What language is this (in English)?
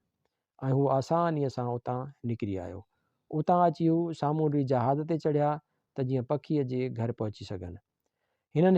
Sindhi